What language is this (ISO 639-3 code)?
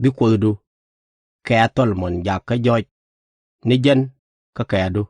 nus